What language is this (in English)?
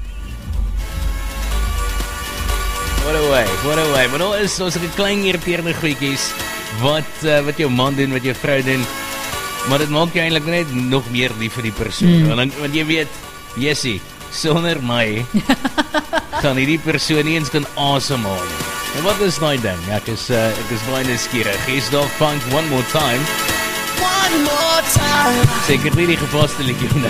Afrikaans